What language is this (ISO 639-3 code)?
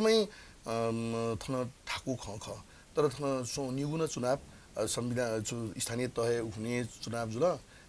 new